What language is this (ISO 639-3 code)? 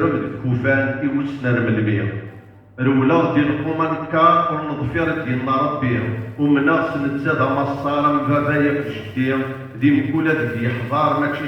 kab